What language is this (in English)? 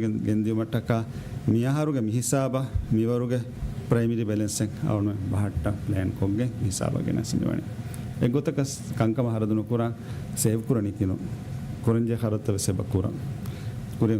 Divehi